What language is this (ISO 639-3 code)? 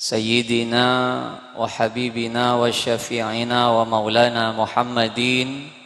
mad